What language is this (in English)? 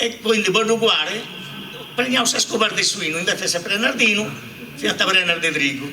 Sardinian